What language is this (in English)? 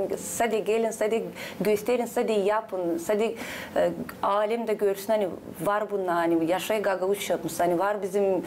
Gagauz